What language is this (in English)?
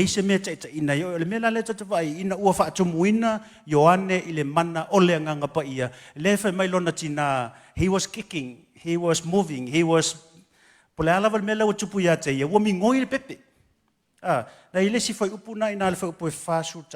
Samoan